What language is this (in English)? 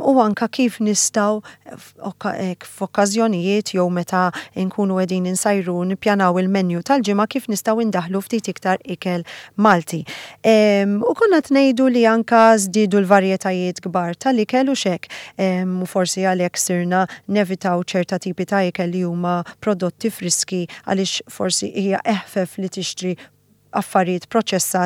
Maltese